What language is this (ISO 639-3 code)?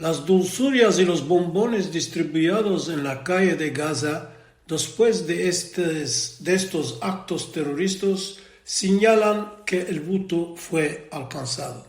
lad